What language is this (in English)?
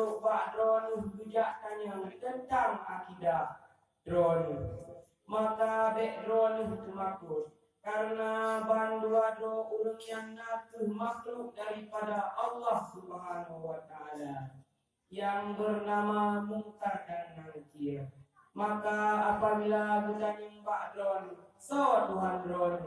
Achinese